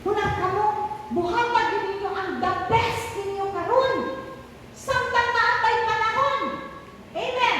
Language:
Cebuano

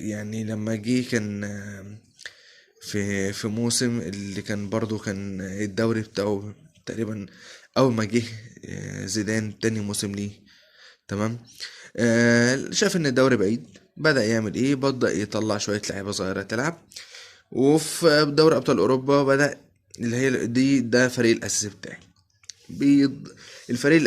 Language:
Egyptian Arabic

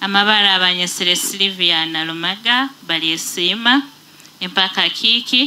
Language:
Nyoro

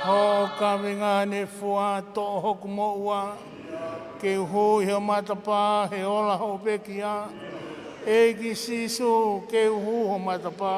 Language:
Tongan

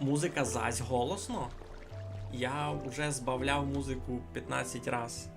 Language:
Rusyn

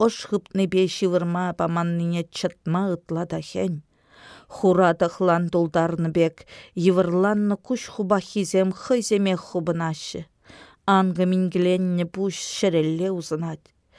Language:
Chuvash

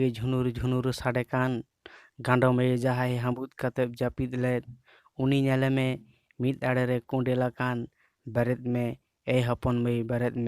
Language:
Santali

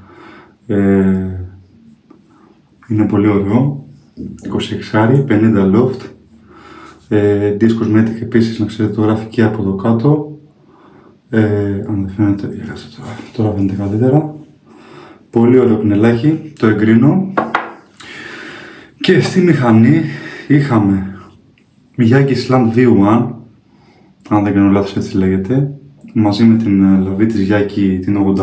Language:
Greek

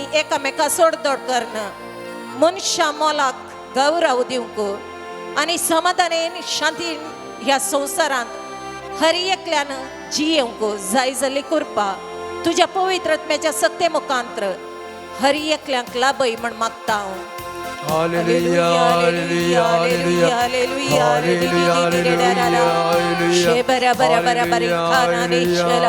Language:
Konkani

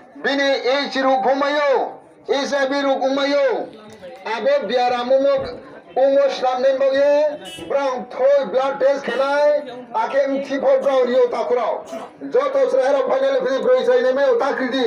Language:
Riang (India)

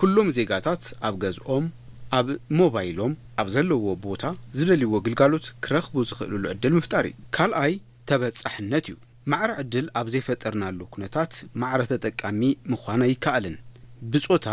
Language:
Tigrinya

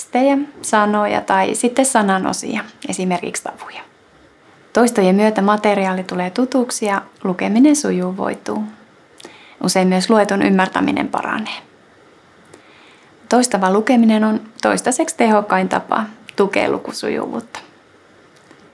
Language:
Finnish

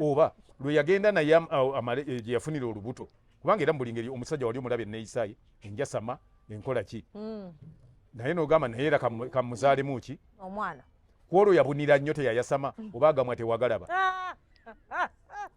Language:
Ganda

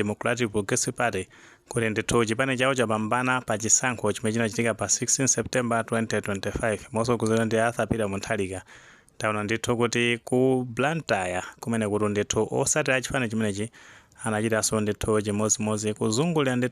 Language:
Nyanja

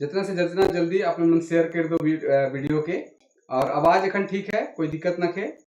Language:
Sadri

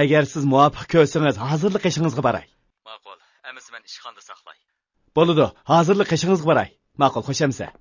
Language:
Uyghur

